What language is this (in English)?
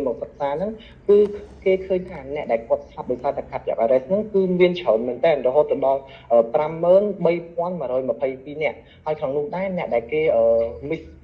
Khmer